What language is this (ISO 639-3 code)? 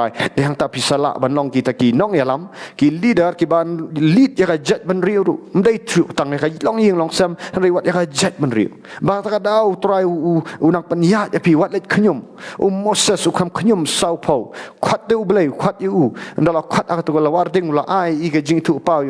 kha